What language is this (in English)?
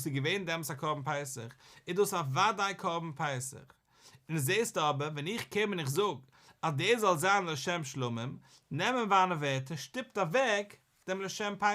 Yiddish